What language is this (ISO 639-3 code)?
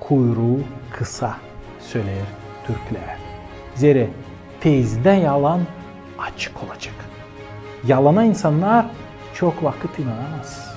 gag